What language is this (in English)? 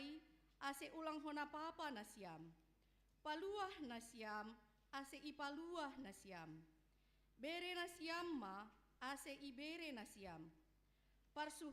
Batak Simalungun